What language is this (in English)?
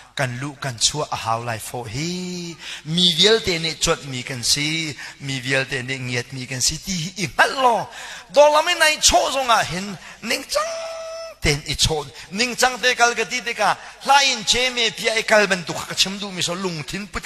Hakha Chin